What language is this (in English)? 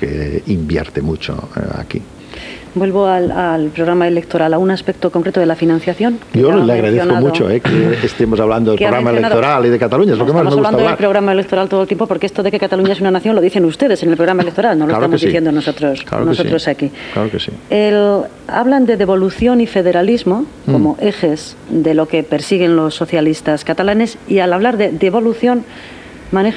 Spanish